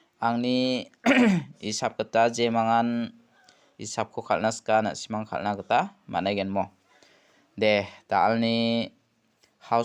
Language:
Garo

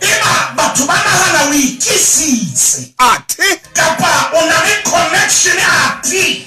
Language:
Southern Sotho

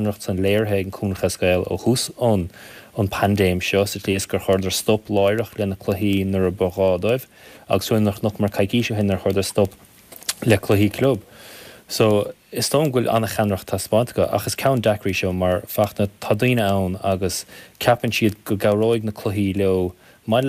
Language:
Irish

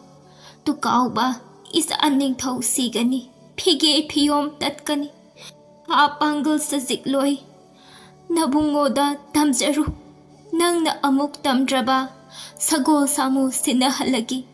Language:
Manipuri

